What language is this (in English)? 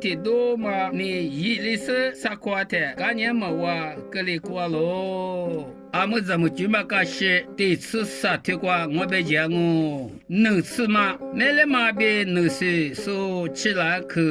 Lisu